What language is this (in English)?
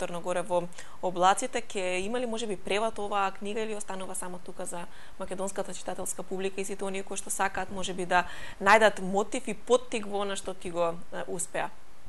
Macedonian